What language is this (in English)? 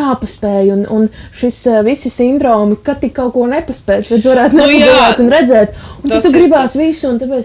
Latvian